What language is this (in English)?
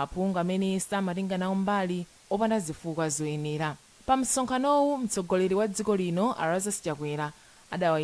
Nyanja